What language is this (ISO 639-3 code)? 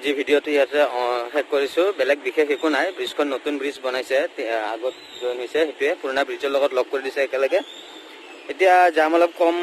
asm